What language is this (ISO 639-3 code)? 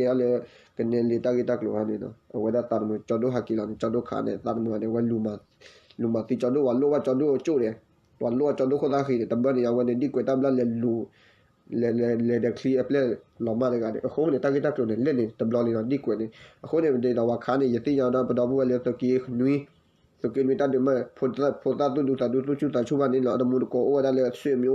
ksw